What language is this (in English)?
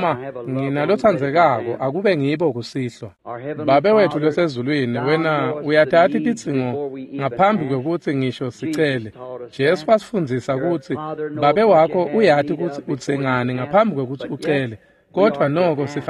Swati